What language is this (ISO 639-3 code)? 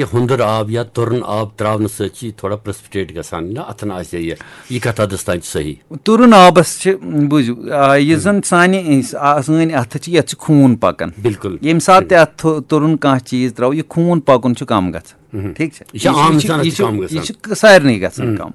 kas